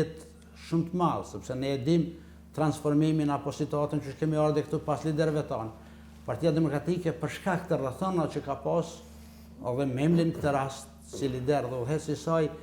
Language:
Albanian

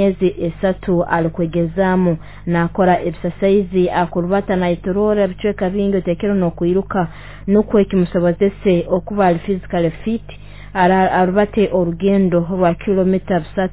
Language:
Nyoro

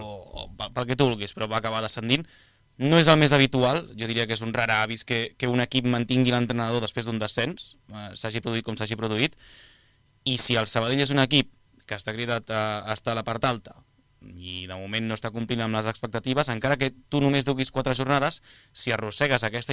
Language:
Catalan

